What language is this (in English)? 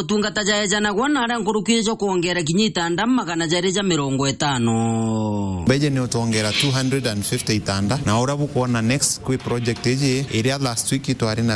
Meru